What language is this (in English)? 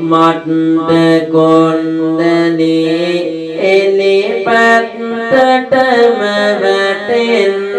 Sinhala